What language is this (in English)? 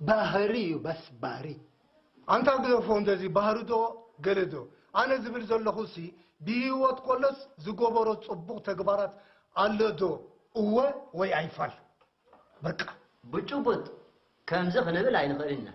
Tigrinya